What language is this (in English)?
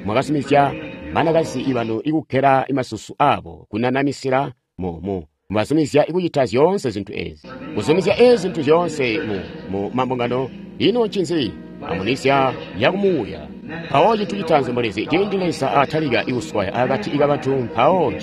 Tonga (Zambia)